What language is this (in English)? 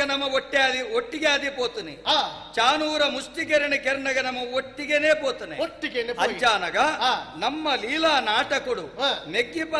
Tulu